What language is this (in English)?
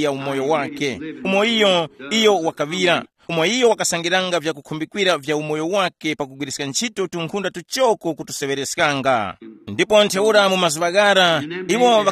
Tumbuka